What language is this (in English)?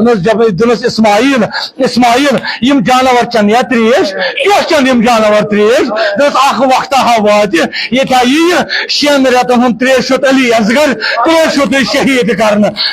Kashmiri